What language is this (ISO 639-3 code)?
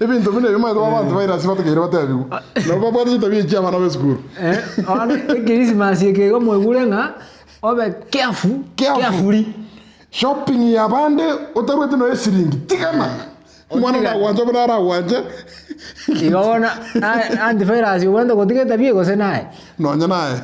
guz